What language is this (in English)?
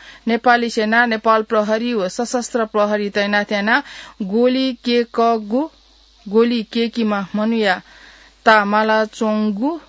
Newari